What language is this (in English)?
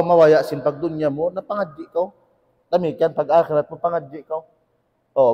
Tausug